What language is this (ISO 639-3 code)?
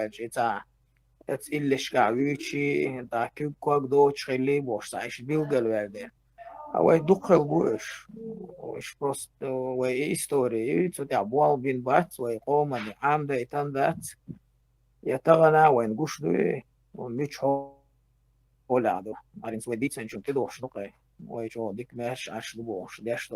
che